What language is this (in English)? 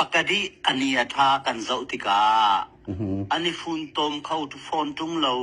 Hakha Chin